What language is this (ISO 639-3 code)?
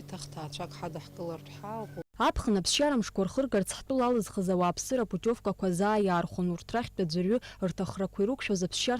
abk